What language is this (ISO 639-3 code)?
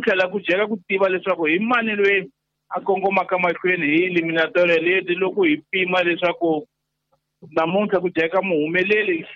tso